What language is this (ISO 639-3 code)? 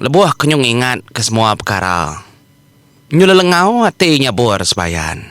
iba